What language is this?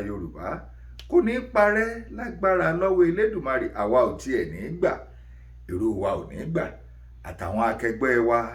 Yoruba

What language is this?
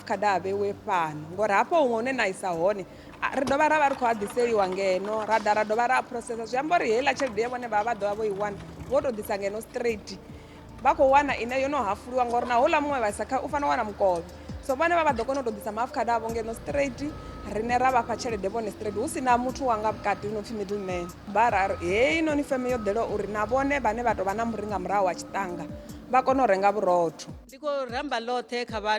Venda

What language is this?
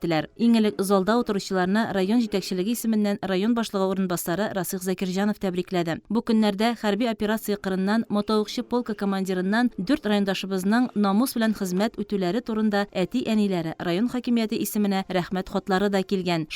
Tatar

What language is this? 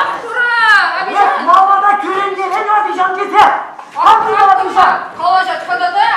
Chuvash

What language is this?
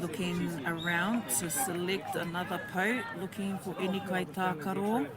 Māori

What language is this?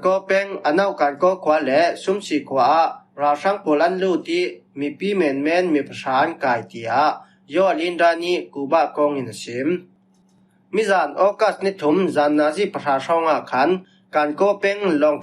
Falam Chin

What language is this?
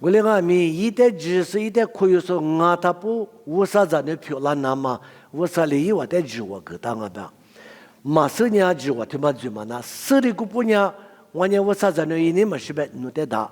Lisu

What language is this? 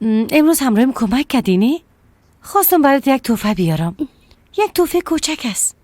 Persian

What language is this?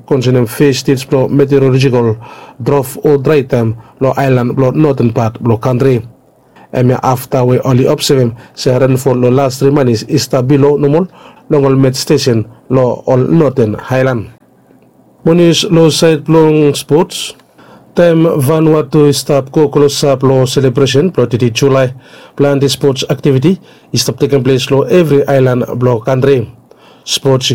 Bislama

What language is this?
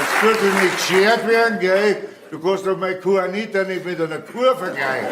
Bavarian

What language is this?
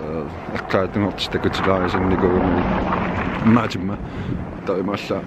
Kalaallisut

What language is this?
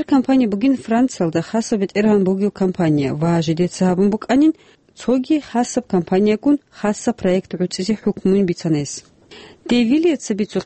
Avaric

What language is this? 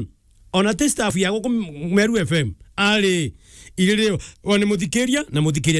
Meru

